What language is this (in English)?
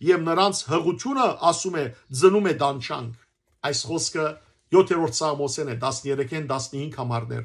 Western Armenian